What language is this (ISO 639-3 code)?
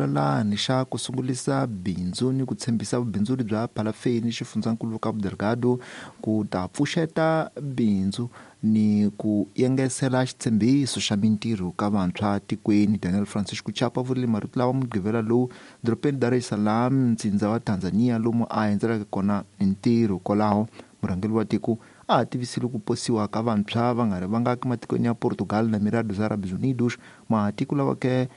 tso